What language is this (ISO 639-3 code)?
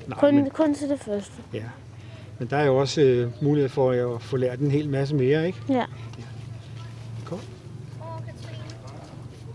dan